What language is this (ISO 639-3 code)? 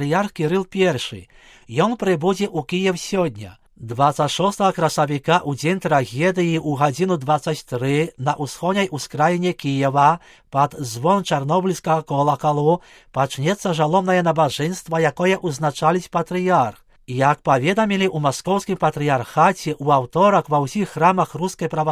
bel